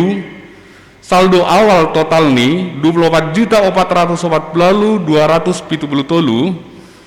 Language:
Batak Simalungun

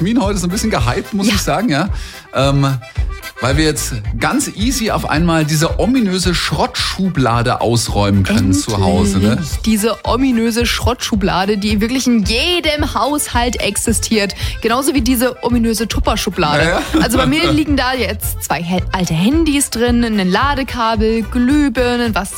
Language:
German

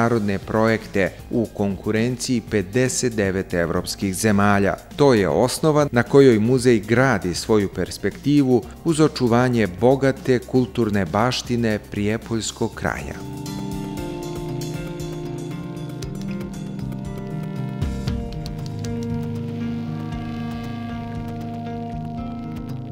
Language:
Serbian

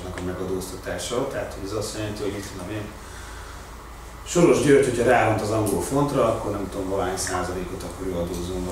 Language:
Hungarian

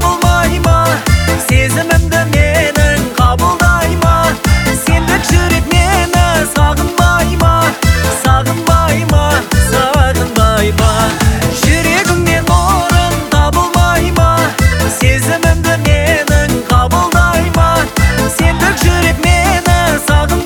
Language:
Kazakh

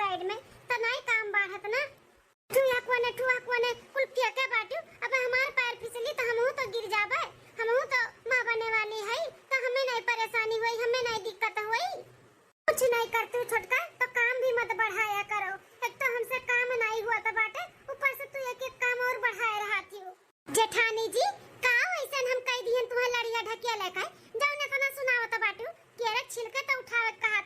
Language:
Awadhi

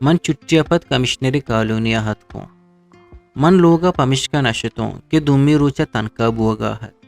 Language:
Eastern Balochi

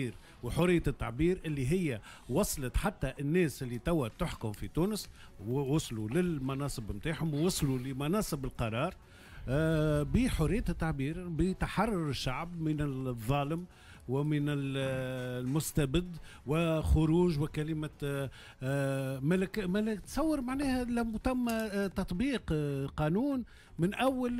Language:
Tunisian Arabic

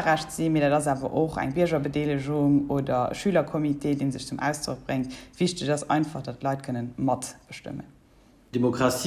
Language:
Luxembourgish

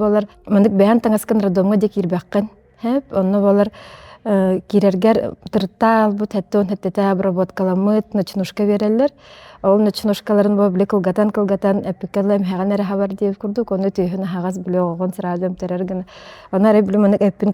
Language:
Yakut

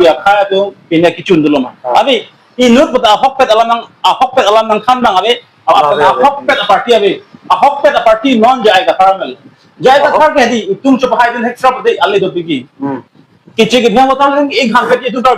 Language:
Karbi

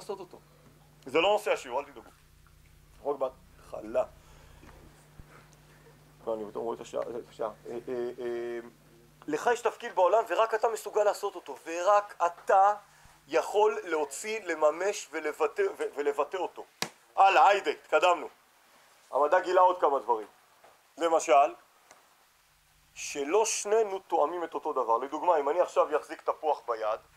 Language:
Hebrew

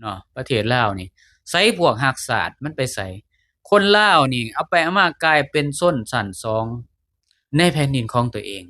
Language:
Lao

